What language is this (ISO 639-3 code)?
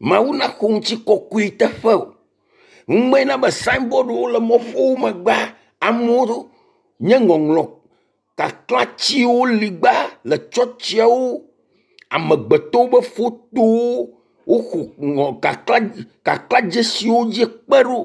ewe